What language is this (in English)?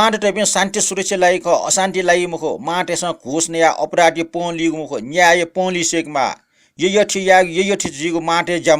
Newari